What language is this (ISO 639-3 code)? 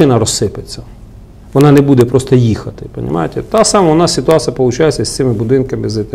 ukr